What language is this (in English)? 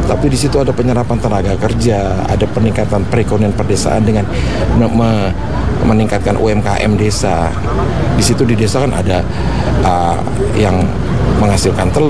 Indonesian